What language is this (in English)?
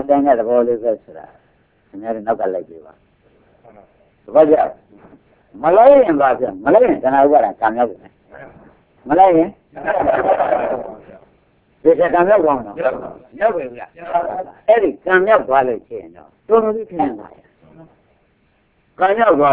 Burmese